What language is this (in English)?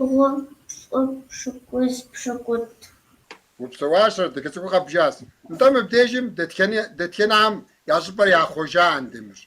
Kabardian